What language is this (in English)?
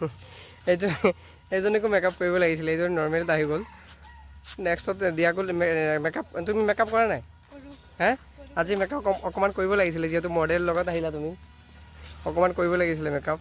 Assamese